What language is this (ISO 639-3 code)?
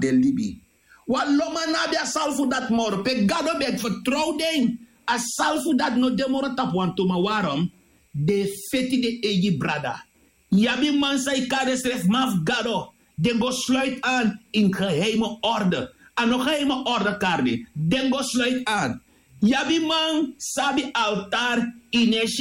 srn